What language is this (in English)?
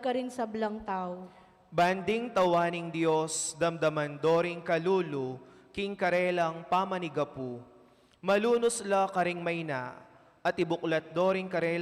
Pampanga